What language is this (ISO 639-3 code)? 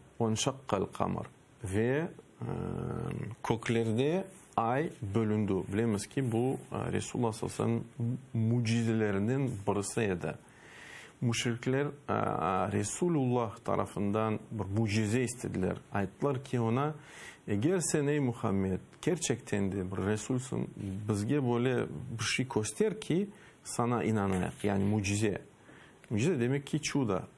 crh